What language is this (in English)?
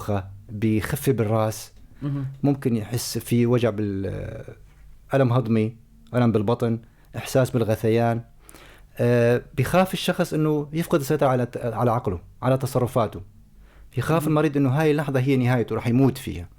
North Levantine Arabic